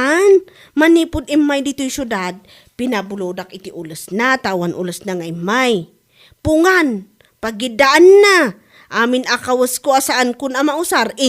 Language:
Iloko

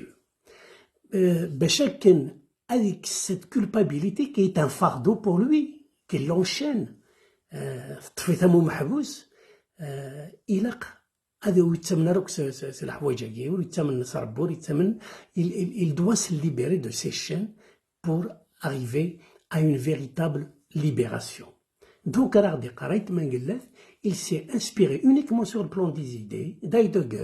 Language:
Kabyle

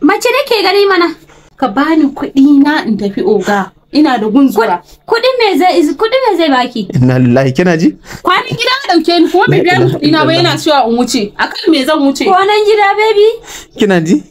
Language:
Hausa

